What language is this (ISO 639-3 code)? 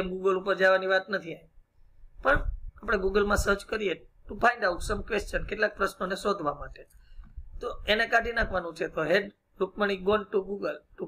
guj